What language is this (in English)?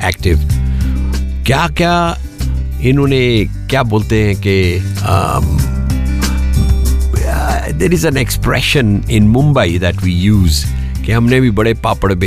Hindi